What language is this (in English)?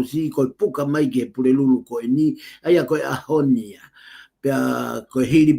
Tongan